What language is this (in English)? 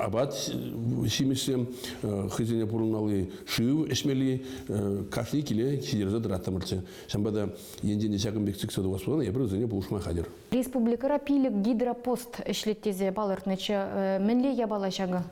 Chuvash